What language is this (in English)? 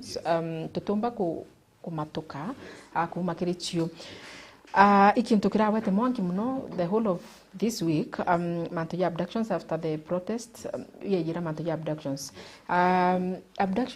Meru